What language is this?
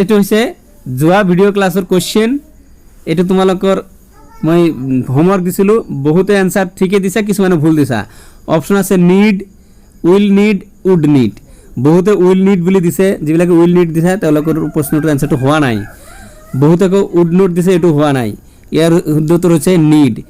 Assamese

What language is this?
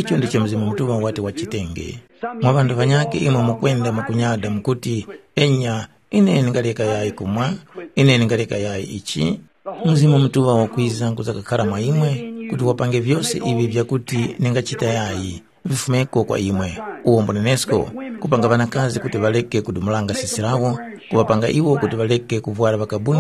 Tumbuka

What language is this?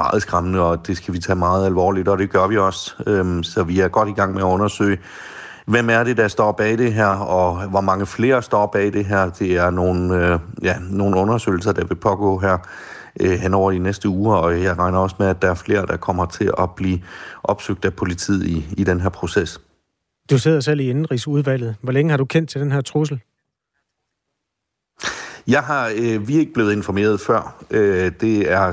Danish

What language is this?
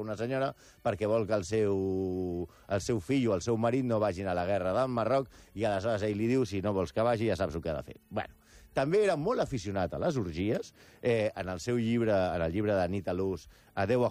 Catalan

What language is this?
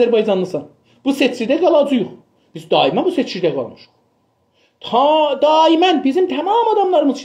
South Azerbaijani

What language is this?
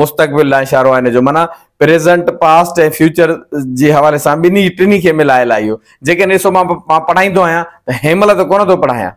Sindhi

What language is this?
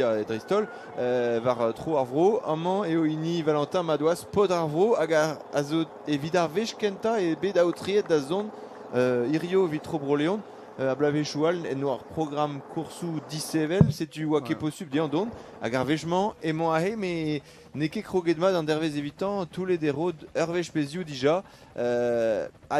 Breton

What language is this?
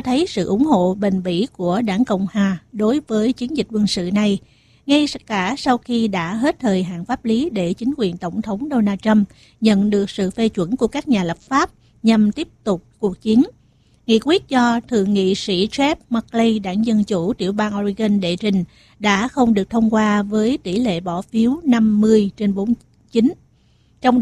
Vietnamese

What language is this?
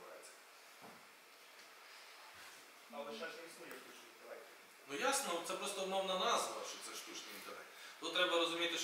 Ukrainian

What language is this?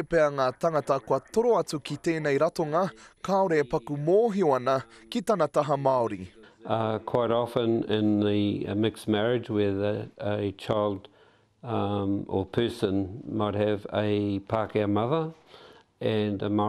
Māori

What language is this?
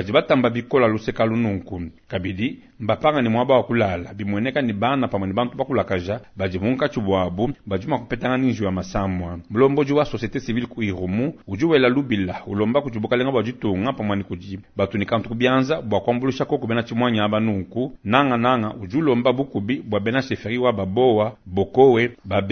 Luba-Lulua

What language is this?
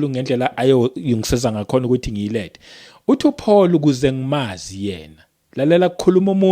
Zulu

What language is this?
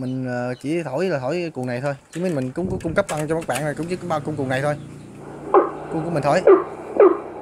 Vietnamese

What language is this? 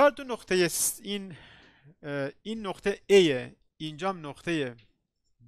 Persian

